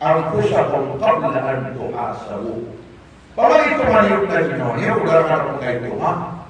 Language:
Maranao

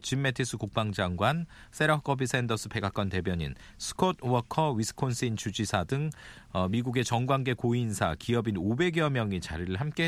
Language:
Korean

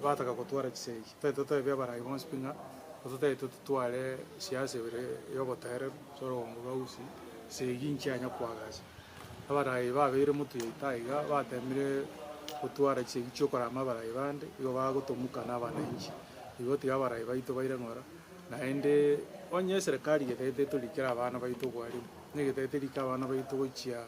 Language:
Gusii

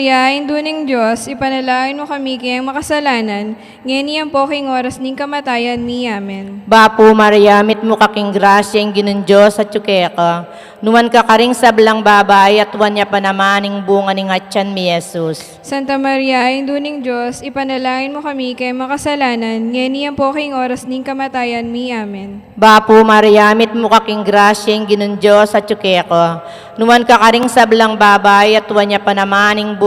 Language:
Pampanga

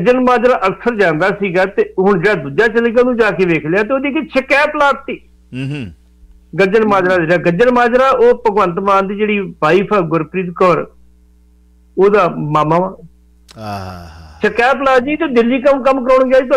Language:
Punjabi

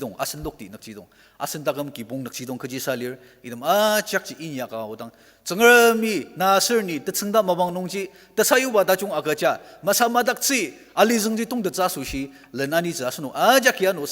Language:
Ao Naga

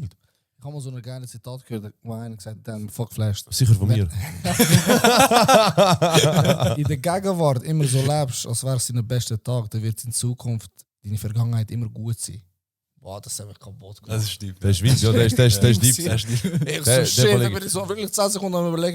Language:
Swiss German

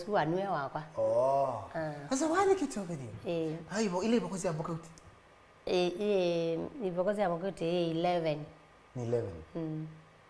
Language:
Kamba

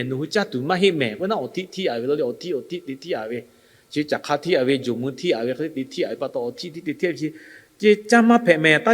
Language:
Lahu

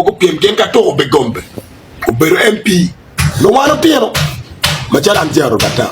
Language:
Acoli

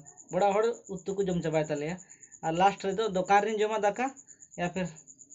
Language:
Santali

